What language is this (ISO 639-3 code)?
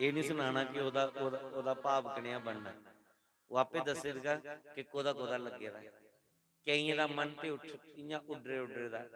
doi